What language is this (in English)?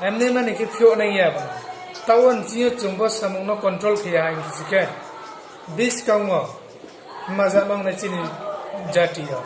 Riang (India)